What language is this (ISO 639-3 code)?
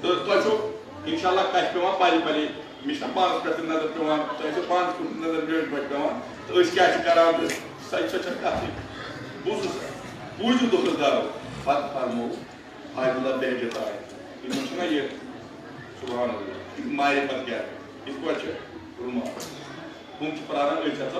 kas